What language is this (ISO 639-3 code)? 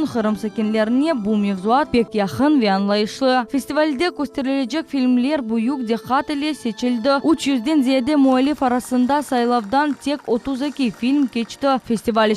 crh